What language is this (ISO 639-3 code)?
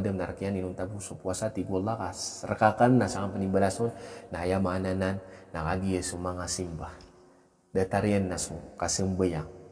mrw